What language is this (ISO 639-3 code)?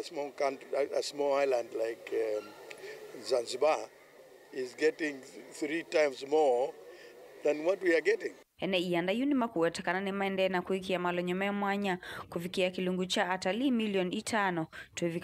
kam